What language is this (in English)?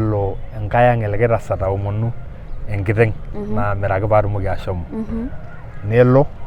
Masai